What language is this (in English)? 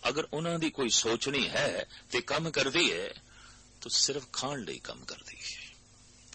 Punjabi